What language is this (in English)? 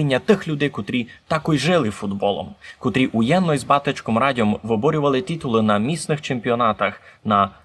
Rusyn